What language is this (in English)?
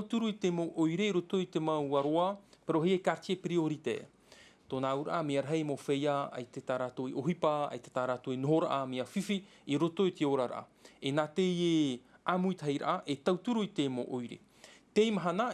Tahitian